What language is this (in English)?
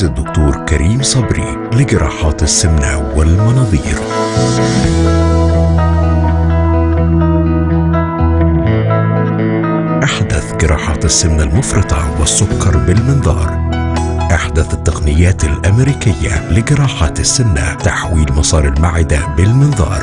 Egyptian Arabic